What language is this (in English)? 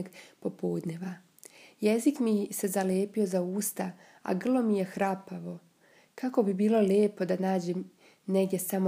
Serbian